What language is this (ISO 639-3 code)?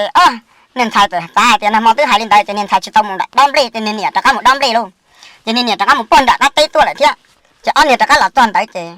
hmn